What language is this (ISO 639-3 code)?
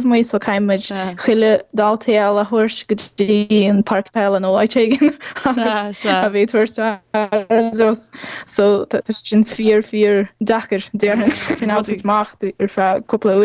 gle